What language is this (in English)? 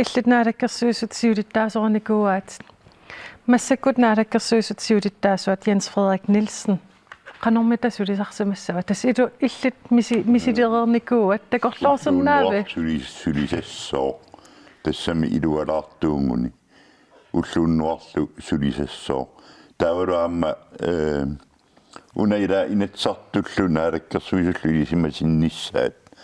Kalaallisut